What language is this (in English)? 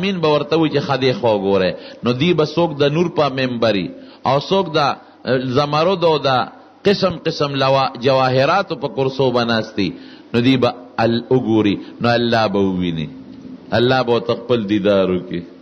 Pashto